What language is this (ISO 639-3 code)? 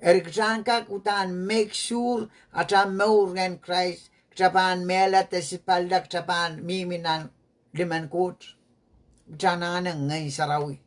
pon